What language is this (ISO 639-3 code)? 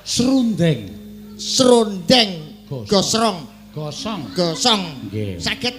jav